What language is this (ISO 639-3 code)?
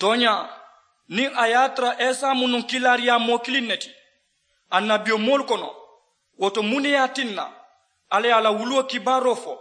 man